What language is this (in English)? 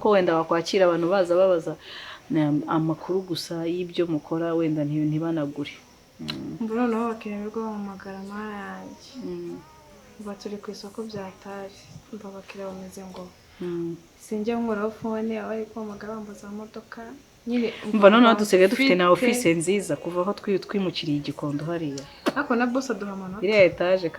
Kinyarwanda